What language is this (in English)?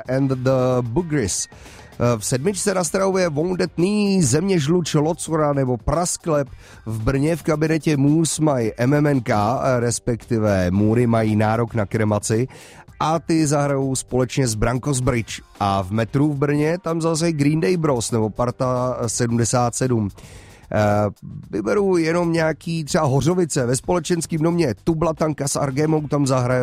Czech